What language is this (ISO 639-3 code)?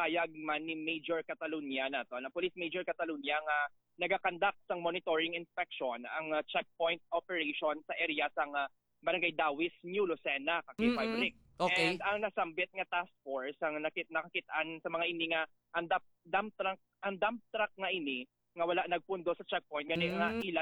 hil